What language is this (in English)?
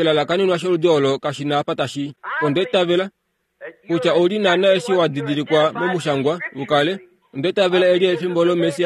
Kuanyama